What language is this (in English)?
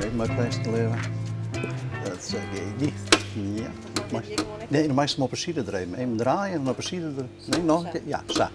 Western Frisian